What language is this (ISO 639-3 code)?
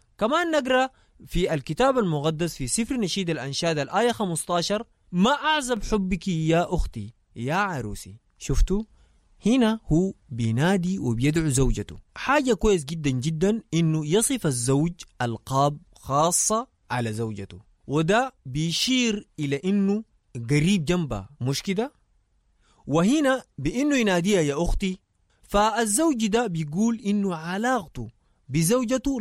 apd